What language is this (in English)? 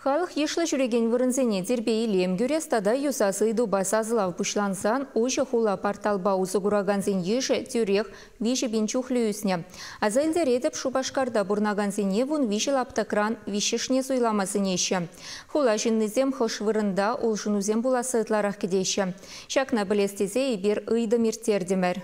Chuvash